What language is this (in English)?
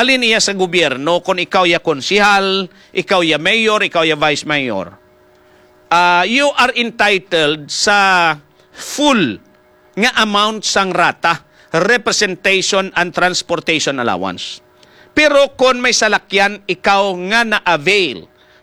Hiligaynon